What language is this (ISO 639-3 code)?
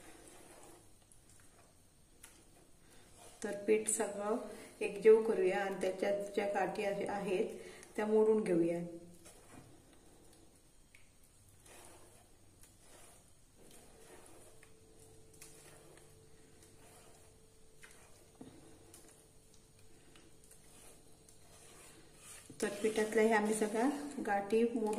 mar